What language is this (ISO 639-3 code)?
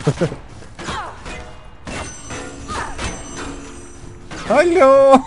gsw